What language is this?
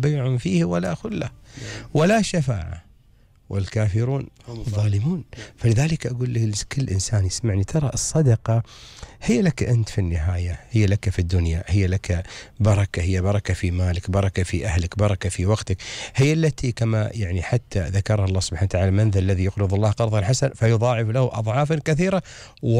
Gulf Arabic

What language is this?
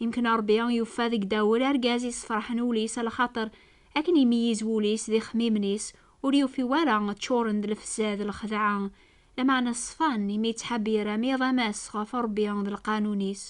Kabyle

